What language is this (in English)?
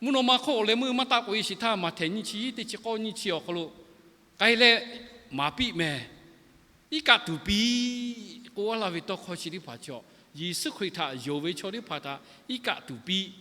Lahu